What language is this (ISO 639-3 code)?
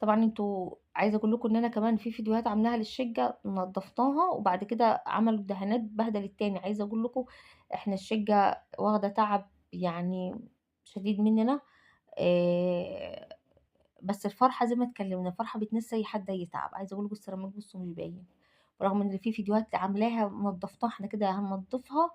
arz